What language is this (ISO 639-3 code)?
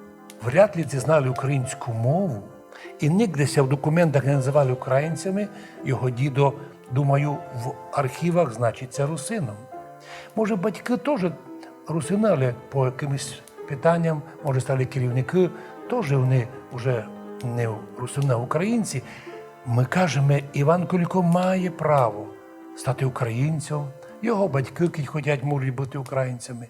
rue